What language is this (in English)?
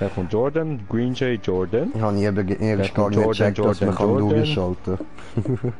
Swiss German